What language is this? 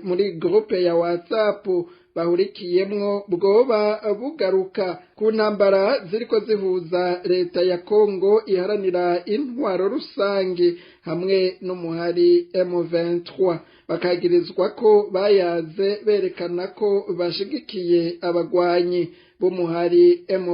Rundi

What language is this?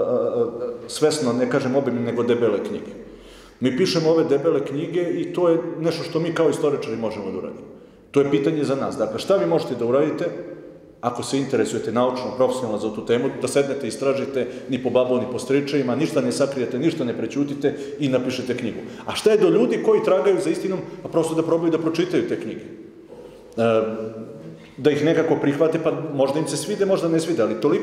Serbian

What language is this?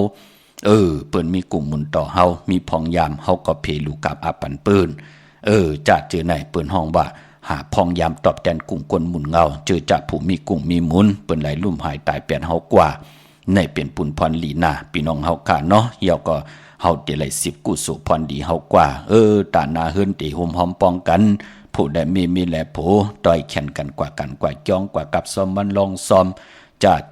Shan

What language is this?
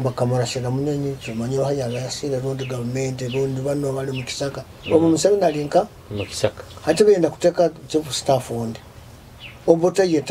Nyoro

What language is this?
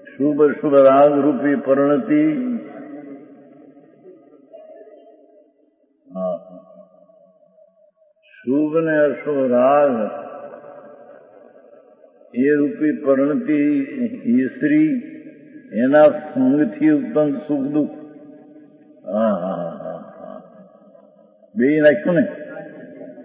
Gujarati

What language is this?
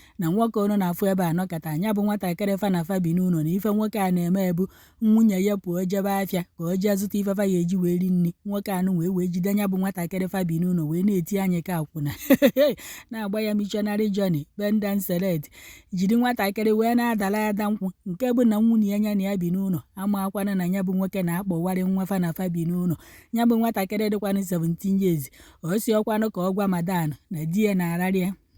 Igbo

